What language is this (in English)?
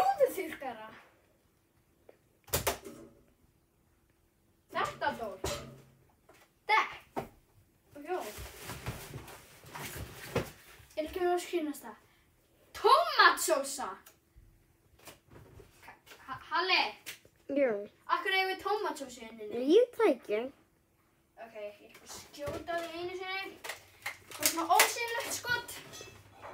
Icelandic